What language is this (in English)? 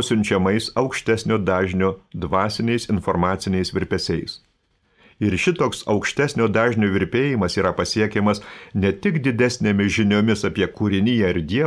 Lithuanian